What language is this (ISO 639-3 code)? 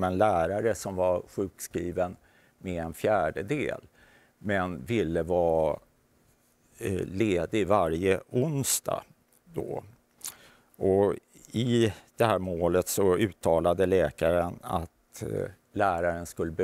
swe